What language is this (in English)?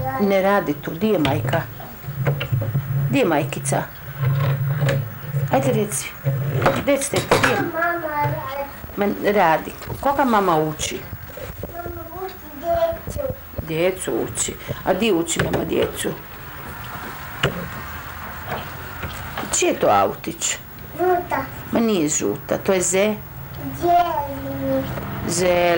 Croatian